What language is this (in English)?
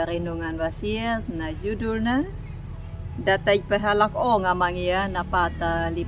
Anakalangu